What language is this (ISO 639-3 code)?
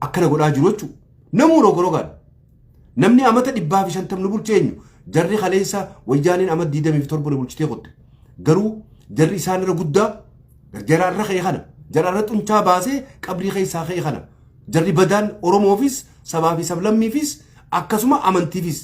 orm